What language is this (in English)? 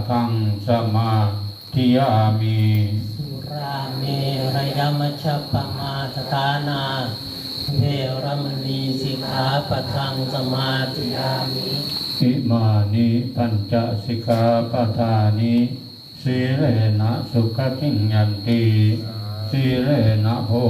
Pali